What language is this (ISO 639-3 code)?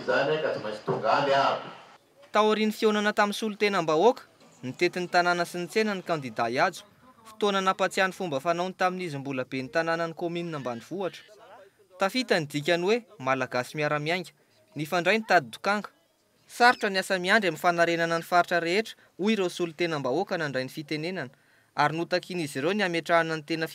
mlg